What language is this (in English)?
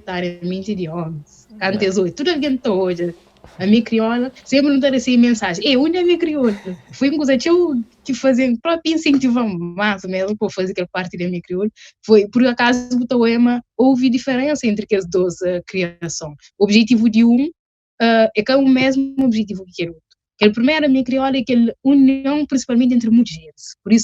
Kabuverdianu